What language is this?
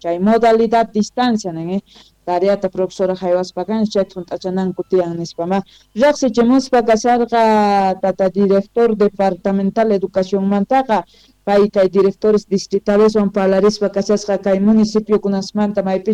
Quechua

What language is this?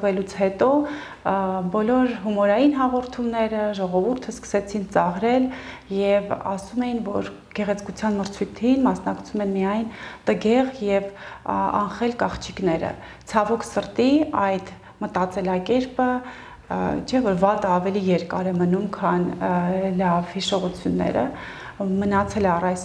Armenian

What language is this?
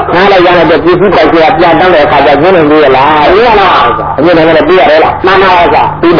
Burmese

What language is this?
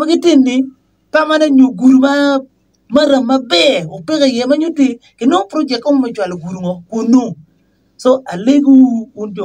Acoli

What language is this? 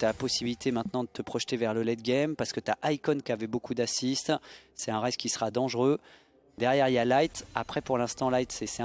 French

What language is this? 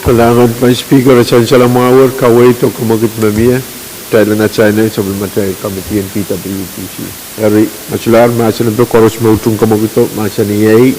Pohnpeian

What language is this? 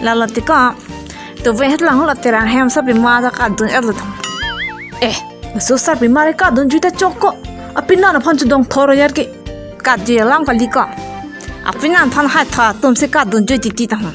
Karbi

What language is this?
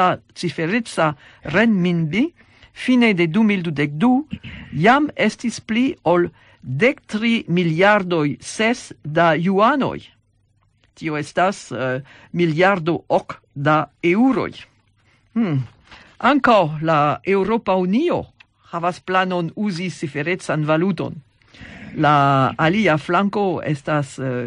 Esperanto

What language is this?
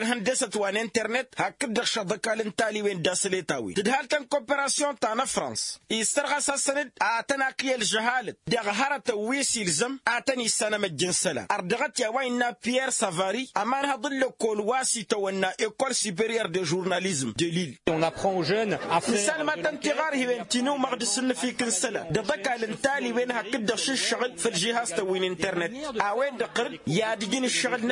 Tamasheq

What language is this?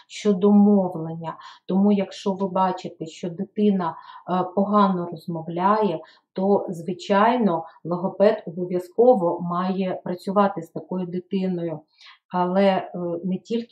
Ukrainian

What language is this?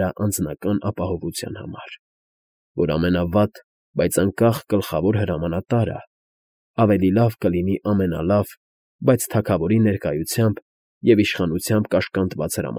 Armenian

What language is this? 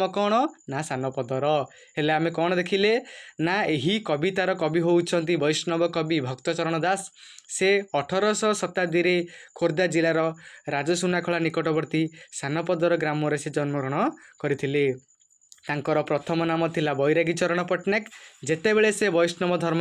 Odia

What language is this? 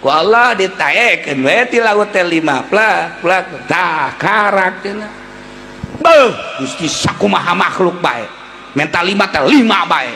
Sundanese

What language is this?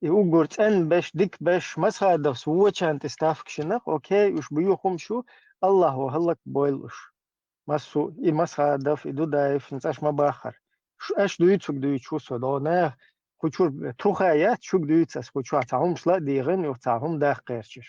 Chechen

